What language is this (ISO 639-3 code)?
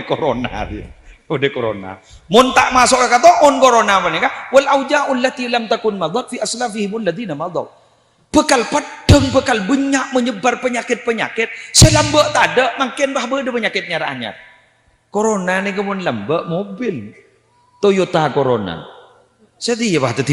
mad